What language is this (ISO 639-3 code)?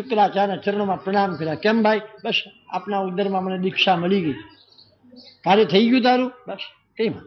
guj